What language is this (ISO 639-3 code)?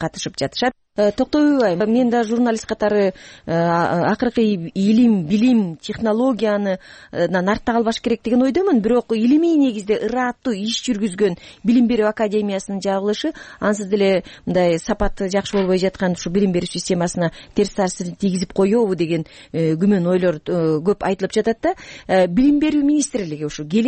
kir